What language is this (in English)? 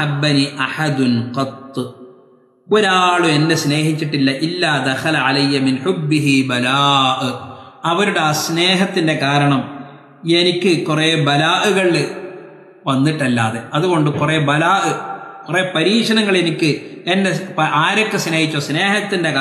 Malayalam